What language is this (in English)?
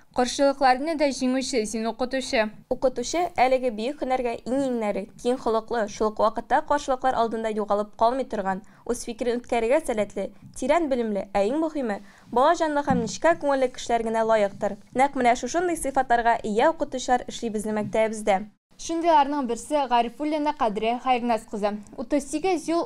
Tatar